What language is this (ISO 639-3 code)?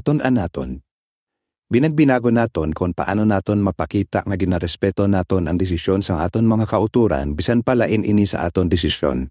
hil